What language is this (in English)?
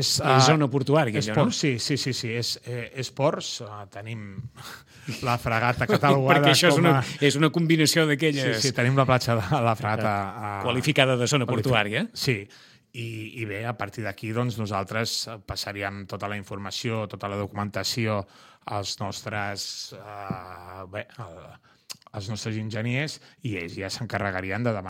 Catalan